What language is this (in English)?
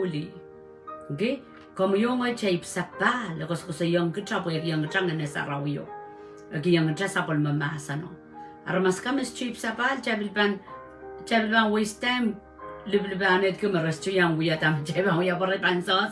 Pohnpeian